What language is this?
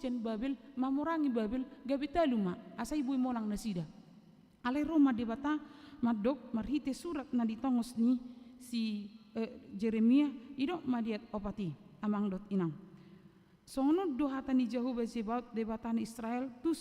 Batak Toba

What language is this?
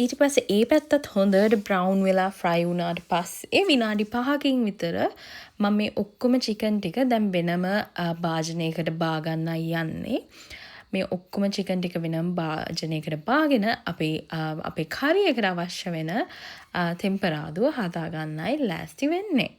Sinhala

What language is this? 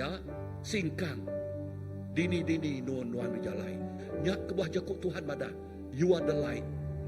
Iban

